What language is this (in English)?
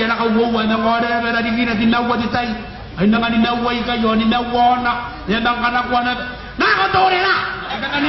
Gilbertese